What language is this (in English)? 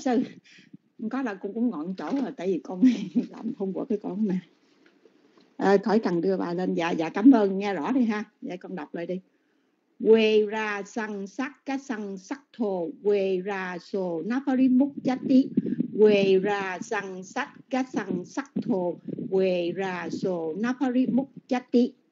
Vietnamese